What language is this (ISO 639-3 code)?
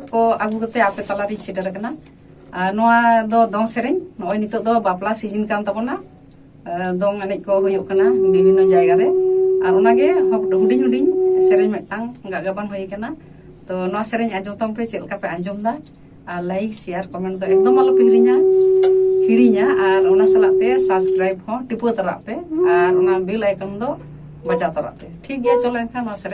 sat